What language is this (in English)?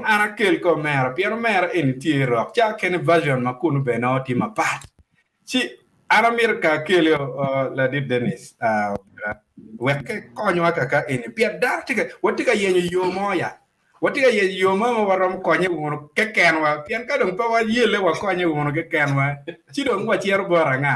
Acoli